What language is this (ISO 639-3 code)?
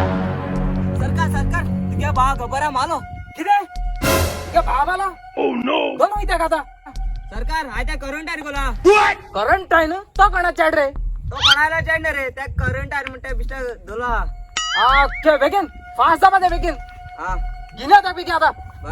kok